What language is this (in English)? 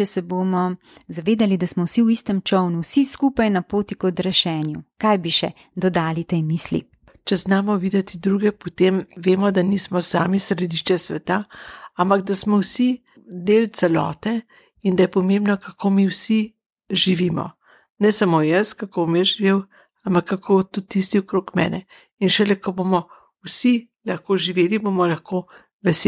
Slovenian